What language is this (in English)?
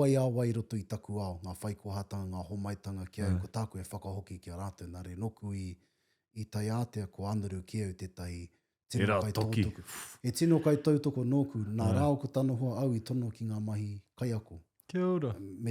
Māori